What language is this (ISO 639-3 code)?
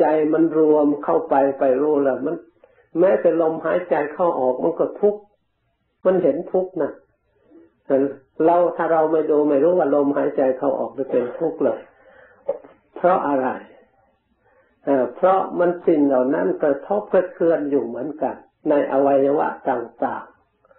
tha